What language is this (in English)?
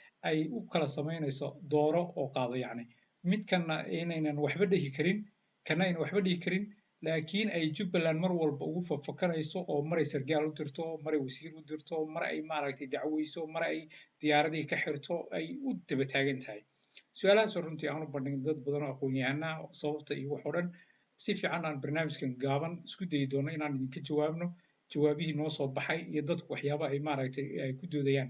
Somali